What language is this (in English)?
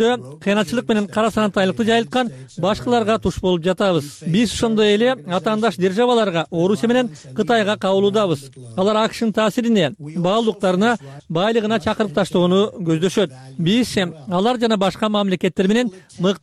Kyrgyz